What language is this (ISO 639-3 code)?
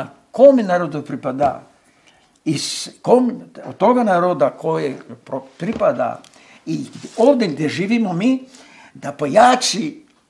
bos